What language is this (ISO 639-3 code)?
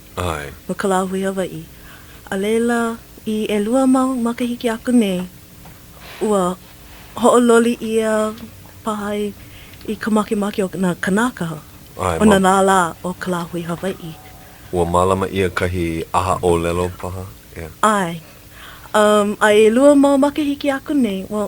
haw